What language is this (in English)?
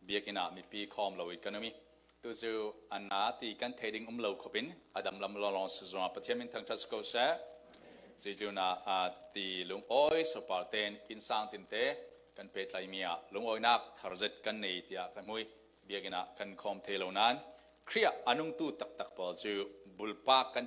Falam Chin